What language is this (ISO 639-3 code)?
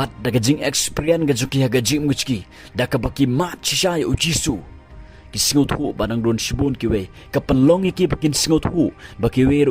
kha